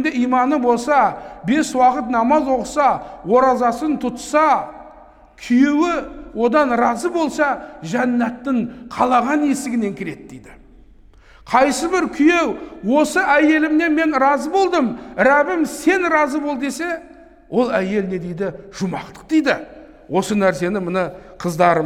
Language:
Kazakh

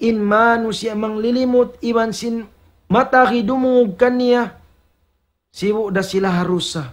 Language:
Tausug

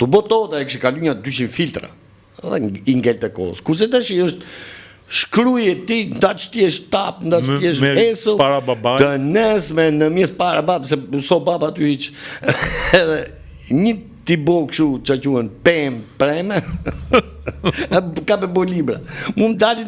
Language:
Albanian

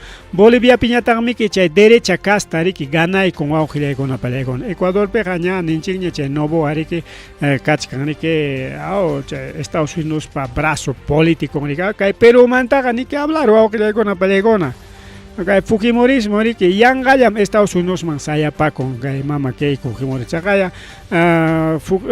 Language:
Ayacucho Quechua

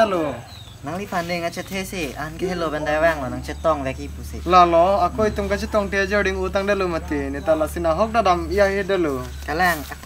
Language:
Karbi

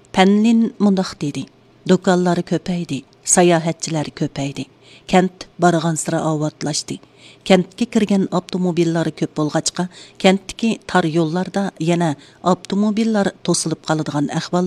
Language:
Uyghur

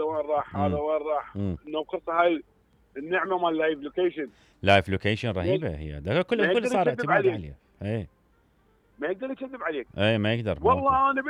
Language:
Mesopotamian Arabic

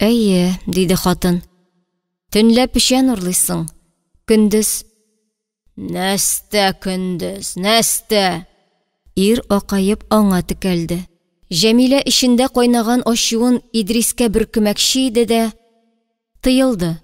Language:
Tatar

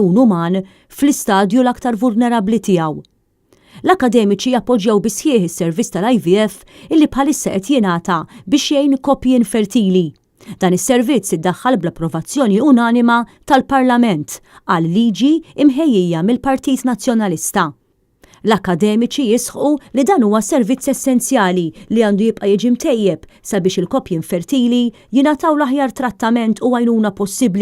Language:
Maltese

